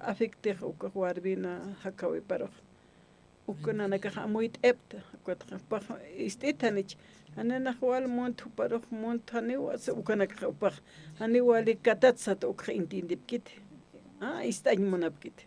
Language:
Aymara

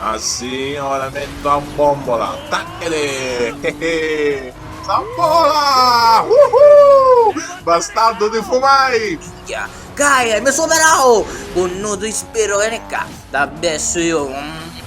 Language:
Sicilian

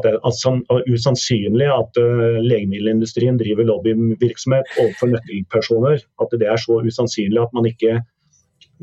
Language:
Norwegian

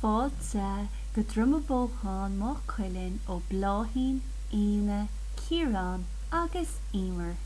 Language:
Irish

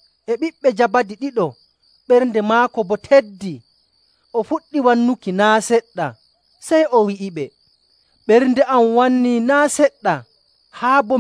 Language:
Nigerian Fulfulde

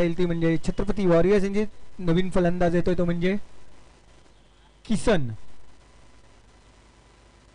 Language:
Marathi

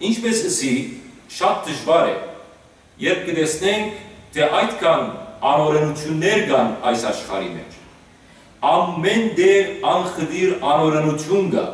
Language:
Western Armenian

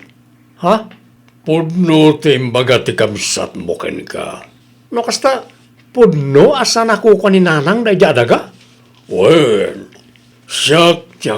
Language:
Iloko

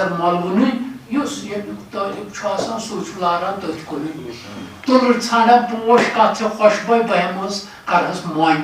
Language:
Kashmiri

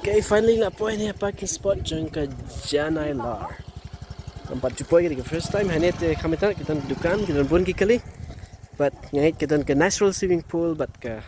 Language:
Khasi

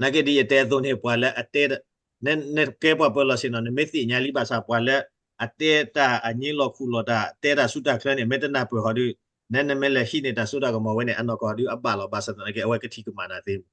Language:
S'gaw Karen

